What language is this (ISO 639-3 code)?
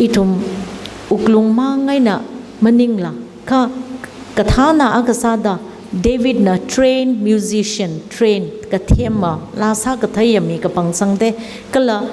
nmf